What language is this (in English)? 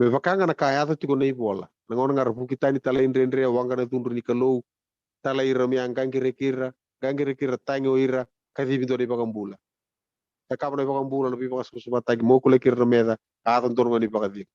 Fijian